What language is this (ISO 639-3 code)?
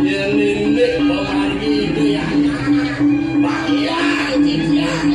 ban